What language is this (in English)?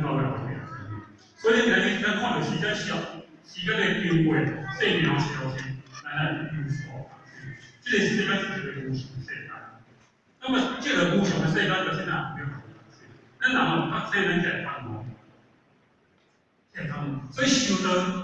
Min Nan Chinese